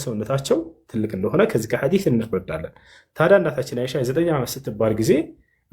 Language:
Amharic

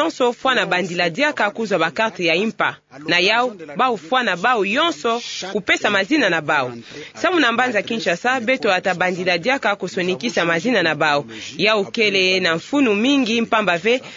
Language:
Kituba (Democratic Republic of Congo)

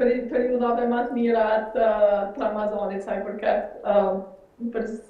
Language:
Albanian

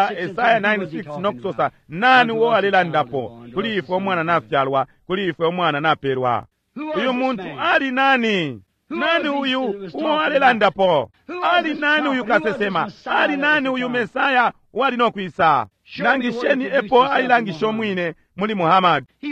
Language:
Bemba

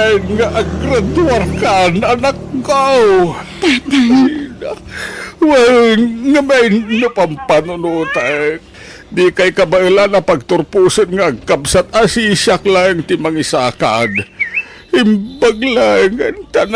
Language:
Iloko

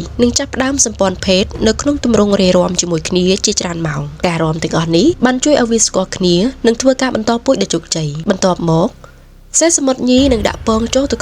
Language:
Khmer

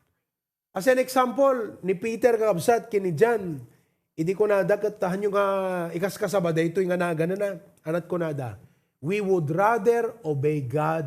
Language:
Iloko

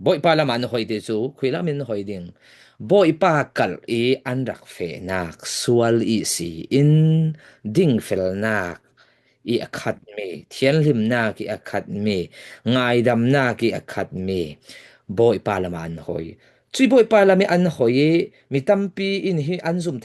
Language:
Falam Chin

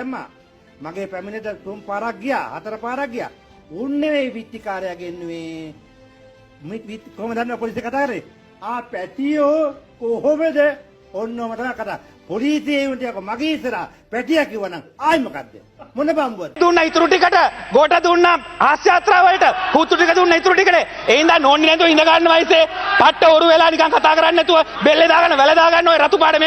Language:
Sinhala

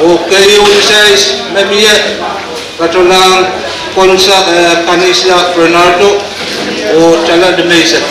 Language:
Pohnpeian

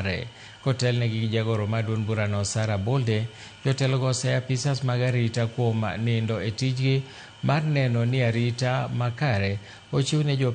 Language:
Luo (Kenya and Tanzania)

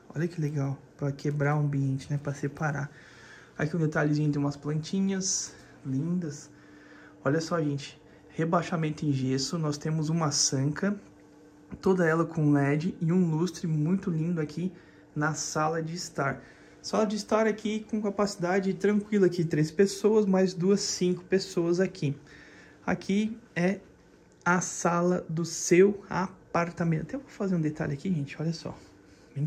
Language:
Portuguese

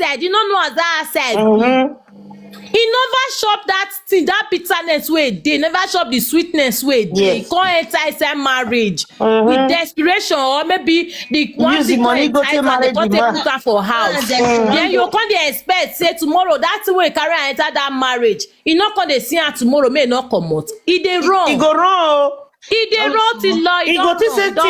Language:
Nigerian Pidgin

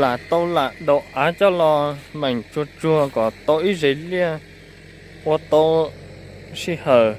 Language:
Hmong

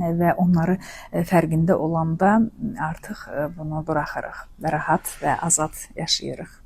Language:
Azerbaijani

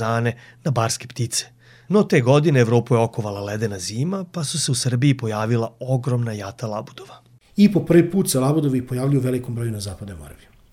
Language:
Serbian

